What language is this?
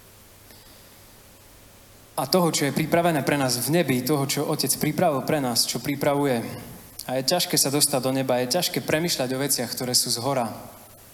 Slovak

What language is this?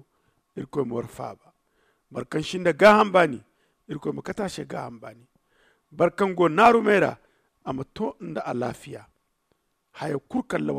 Zarma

